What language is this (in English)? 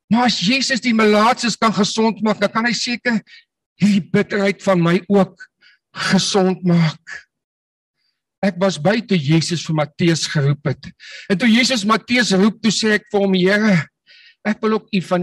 Afrikaans